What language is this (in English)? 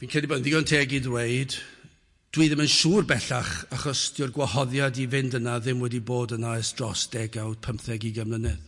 Welsh